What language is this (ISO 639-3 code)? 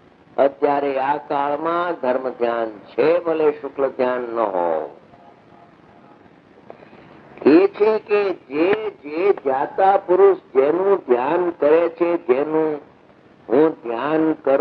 guj